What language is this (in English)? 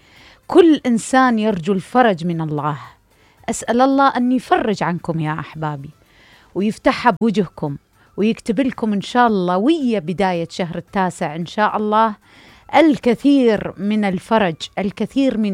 Mesopotamian Arabic